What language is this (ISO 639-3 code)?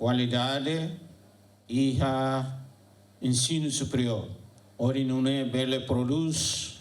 tet